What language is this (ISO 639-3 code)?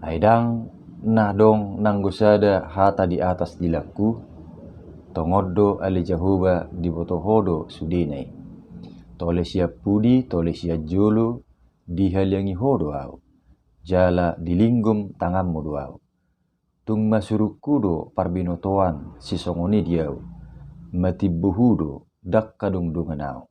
bbc